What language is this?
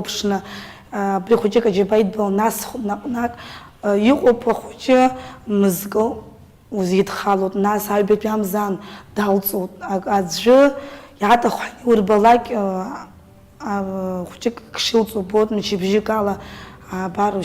Abkhazian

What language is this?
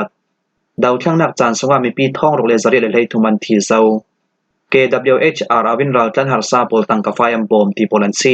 Falam Chin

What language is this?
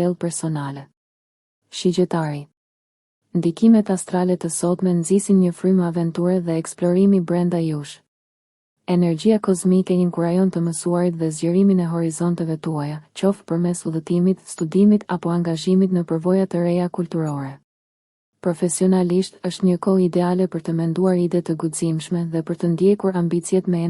Albanian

